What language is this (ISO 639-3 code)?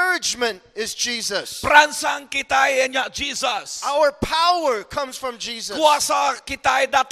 iba